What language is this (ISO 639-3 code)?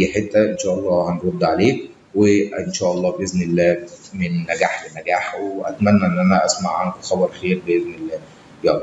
arz